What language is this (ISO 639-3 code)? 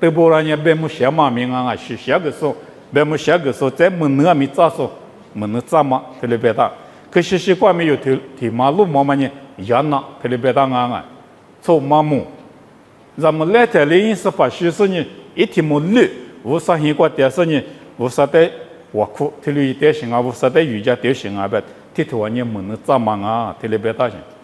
lis